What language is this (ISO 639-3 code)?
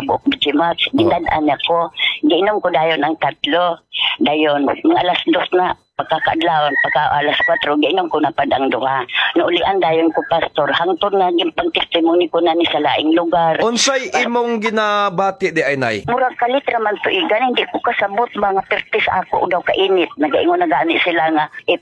ceb